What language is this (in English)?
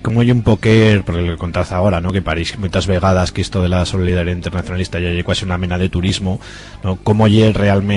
Aragonese